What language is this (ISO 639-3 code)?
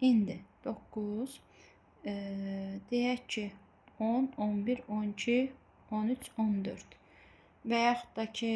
aze